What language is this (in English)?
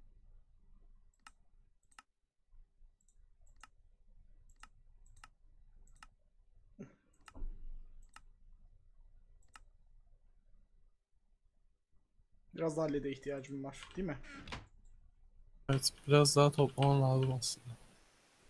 Turkish